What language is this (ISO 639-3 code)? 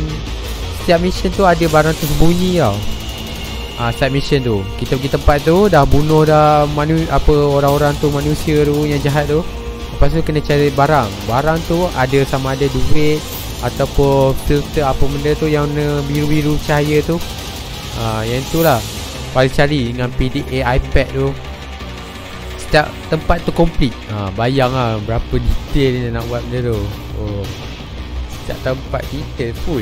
msa